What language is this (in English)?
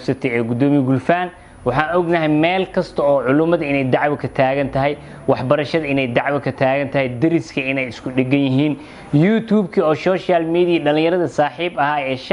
Somali